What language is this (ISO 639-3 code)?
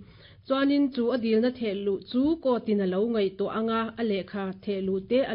lus